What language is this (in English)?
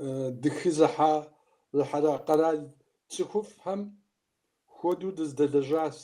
Kabardian